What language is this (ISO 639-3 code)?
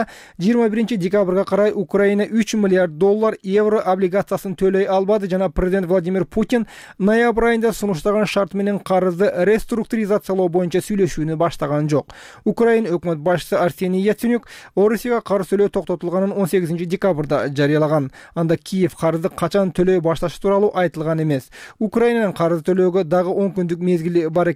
kir